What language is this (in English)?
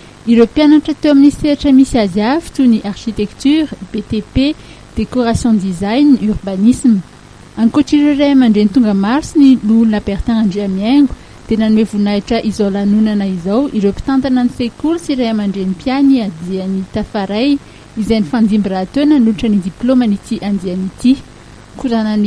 Malagasy